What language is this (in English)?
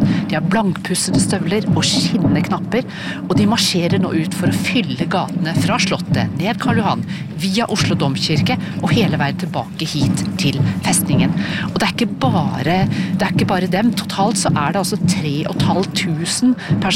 Norwegian